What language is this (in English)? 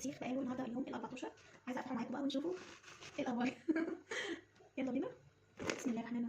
Egyptian Arabic